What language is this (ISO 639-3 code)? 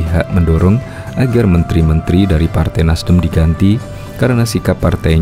ind